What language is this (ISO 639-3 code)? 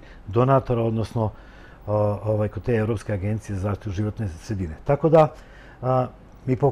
srp